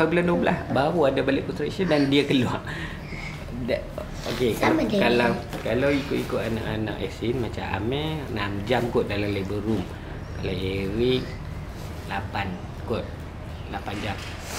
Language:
Malay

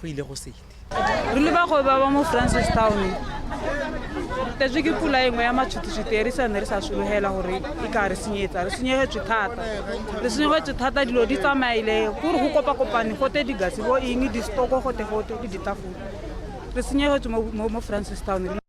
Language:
Tswana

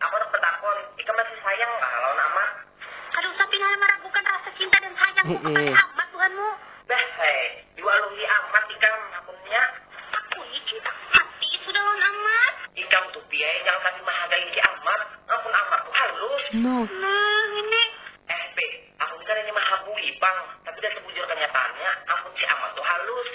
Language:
Banjar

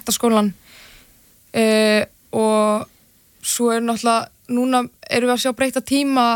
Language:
Icelandic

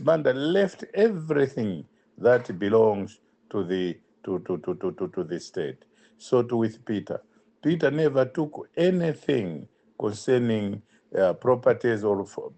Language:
English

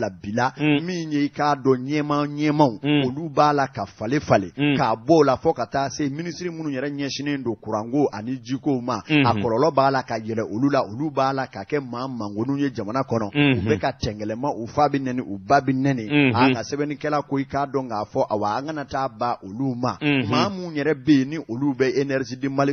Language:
Bambara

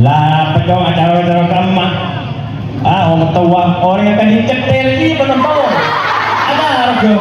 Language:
Madurese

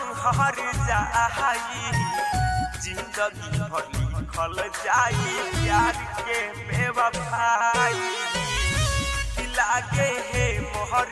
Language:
Bhojpuri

